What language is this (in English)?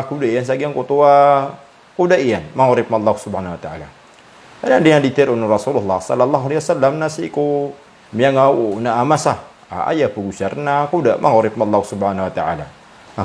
Maranao